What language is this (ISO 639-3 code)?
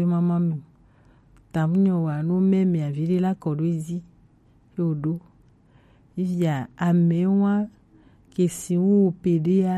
gej